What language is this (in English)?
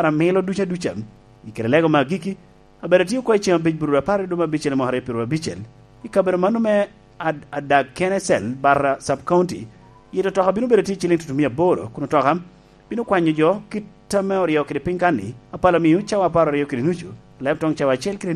Lango (Uganda)